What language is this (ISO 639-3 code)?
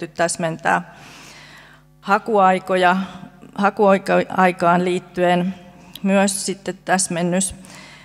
fin